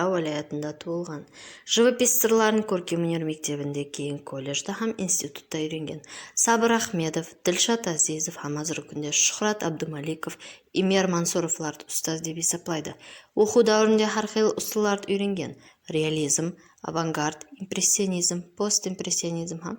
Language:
Kara-Kalpak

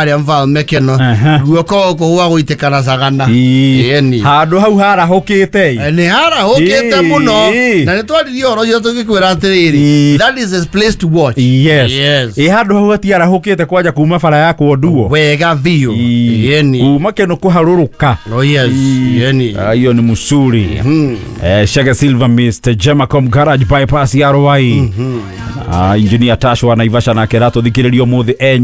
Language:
Kikuyu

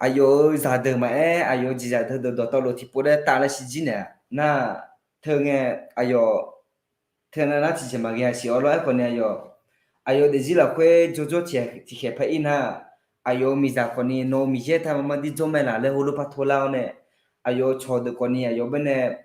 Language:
Akha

